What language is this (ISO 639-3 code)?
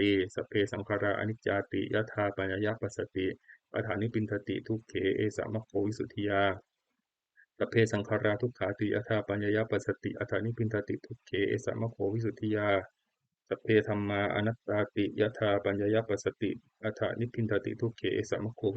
pli